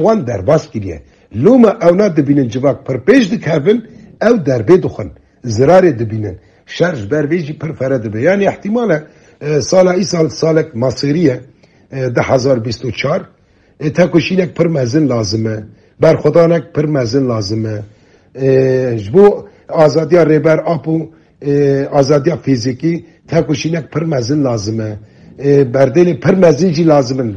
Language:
Kurdish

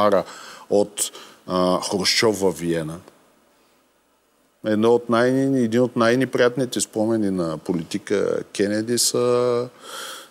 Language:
Bulgarian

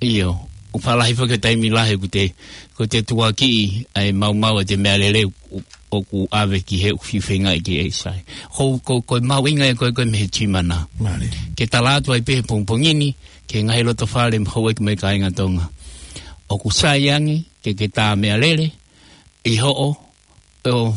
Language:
Tongan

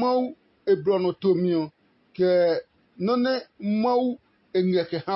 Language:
Adangme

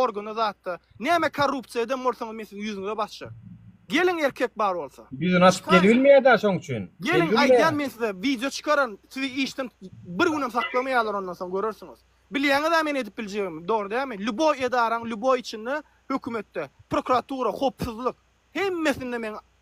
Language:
Turkmen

